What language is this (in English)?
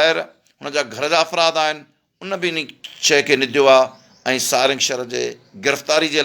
Sindhi